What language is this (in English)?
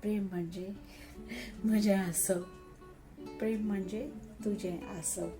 Konkani